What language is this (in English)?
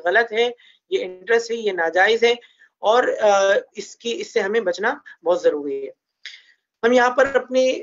Urdu